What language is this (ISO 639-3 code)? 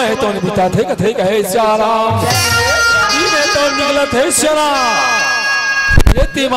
hne